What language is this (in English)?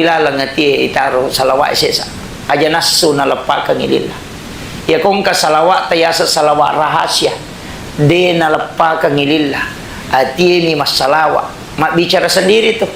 Buginese